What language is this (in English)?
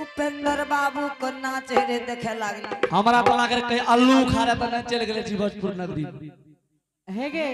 Angika